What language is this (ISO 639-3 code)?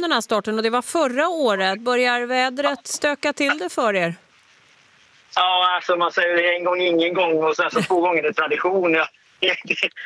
swe